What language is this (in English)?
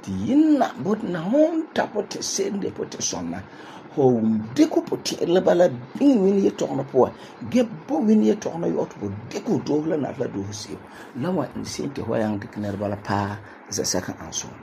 Frafra